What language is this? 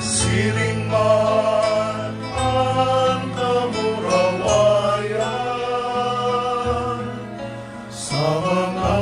Bikol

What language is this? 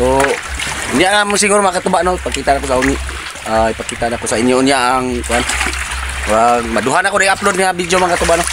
Cebuano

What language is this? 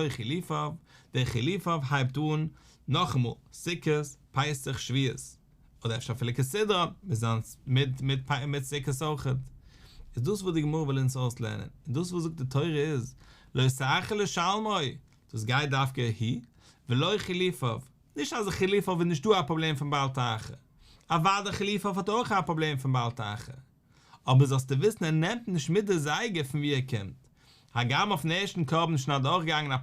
Yiddish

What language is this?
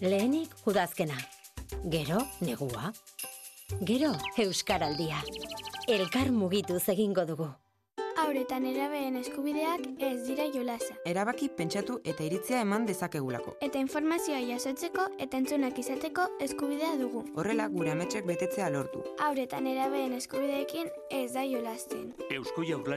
Basque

